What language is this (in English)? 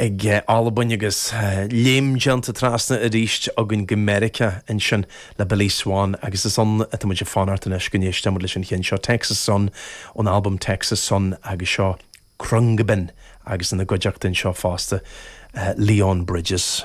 Irish